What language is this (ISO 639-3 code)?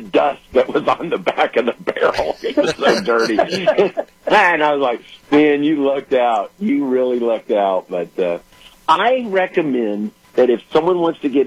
eng